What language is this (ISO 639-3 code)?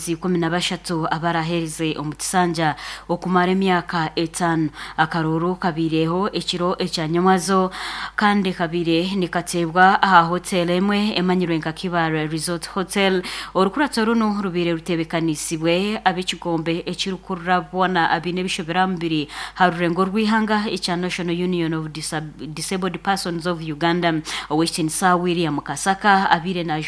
nyn